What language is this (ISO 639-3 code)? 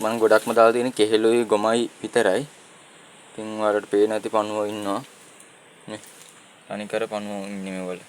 sin